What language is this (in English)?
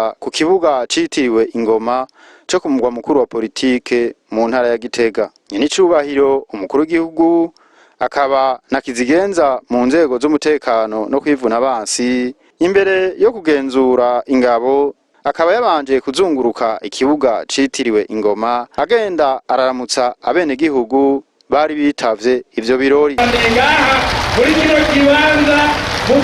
Rundi